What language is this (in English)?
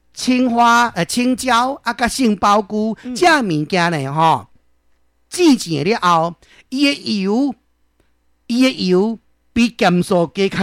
Min Nan Chinese